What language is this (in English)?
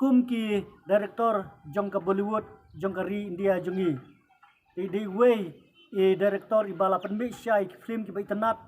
Khasi